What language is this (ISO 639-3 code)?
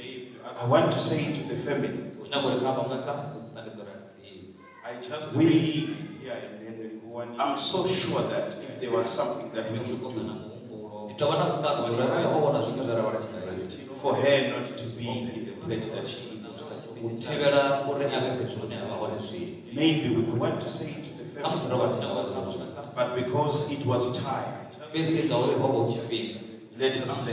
ven